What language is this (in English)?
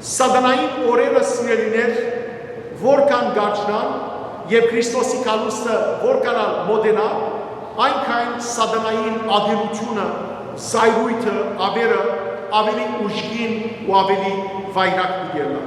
Western Armenian